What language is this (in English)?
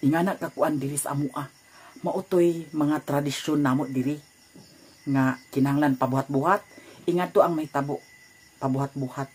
Cebuano